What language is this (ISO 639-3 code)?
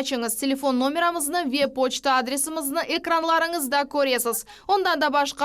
crh